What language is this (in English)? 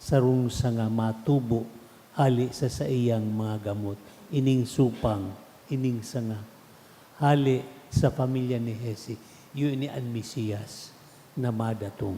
Bikol